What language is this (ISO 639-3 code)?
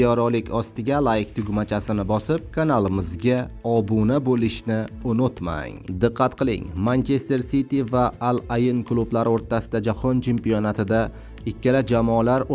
uzb